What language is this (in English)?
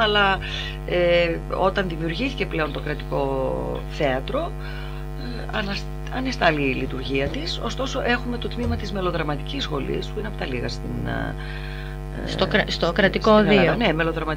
Greek